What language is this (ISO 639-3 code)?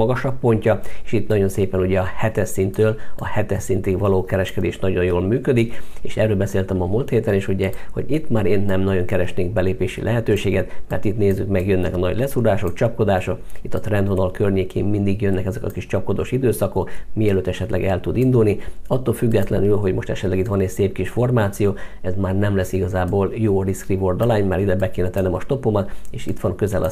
hun